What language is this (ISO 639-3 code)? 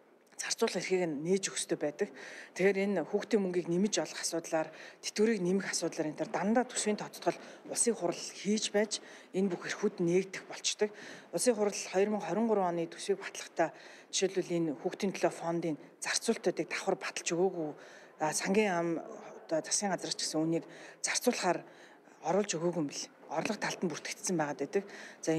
mon